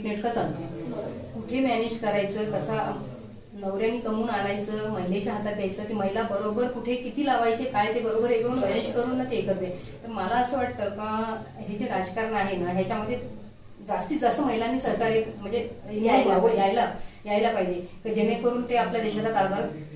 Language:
Marathi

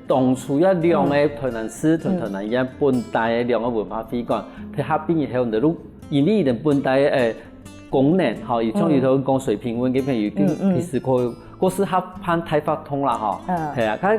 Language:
Hakka Chinese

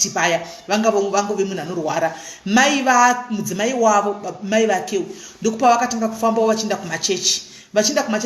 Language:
Shona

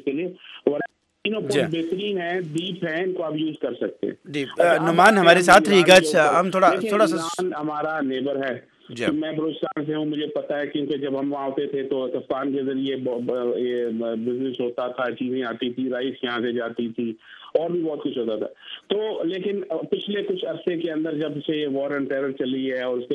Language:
Urdu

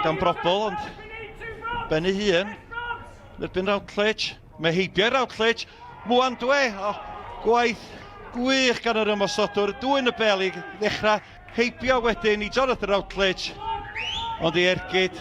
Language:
Welsh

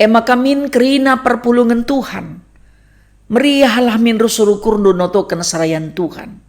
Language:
Batak Karo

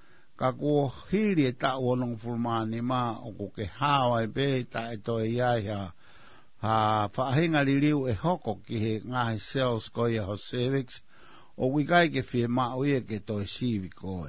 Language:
Tongan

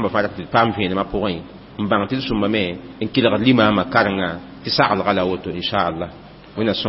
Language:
Mossi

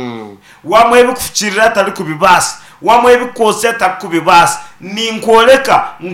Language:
Nyankole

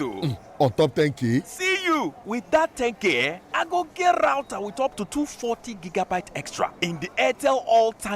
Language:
Nigerian Pidgin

